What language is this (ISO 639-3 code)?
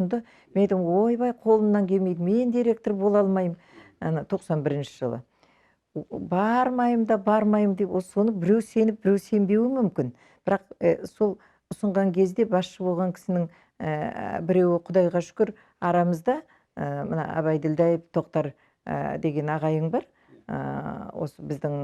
kaz